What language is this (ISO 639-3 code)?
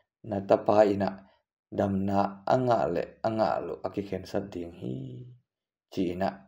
ctd